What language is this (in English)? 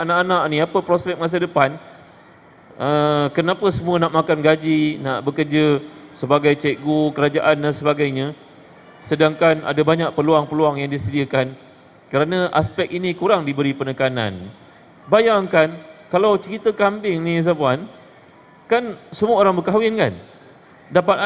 Malay